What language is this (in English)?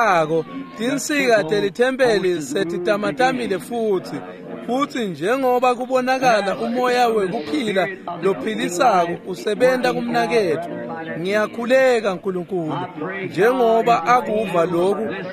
Swati